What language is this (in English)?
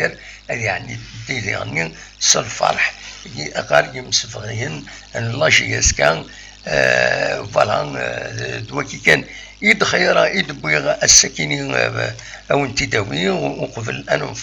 Kabyle